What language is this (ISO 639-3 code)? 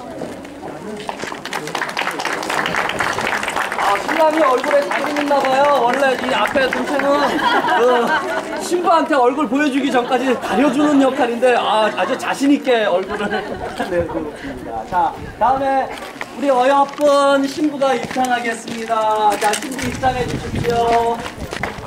kor